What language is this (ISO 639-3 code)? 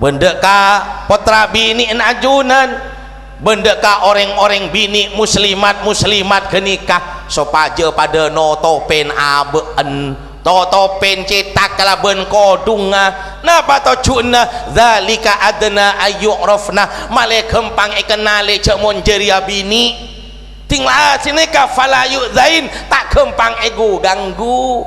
mad